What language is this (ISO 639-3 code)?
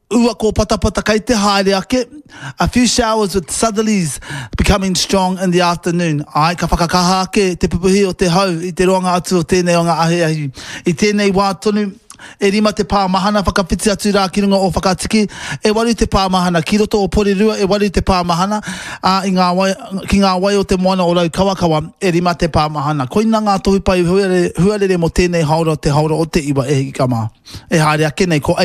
mri